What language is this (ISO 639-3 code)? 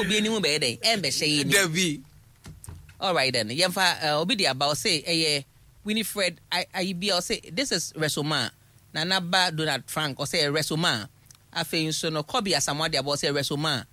aka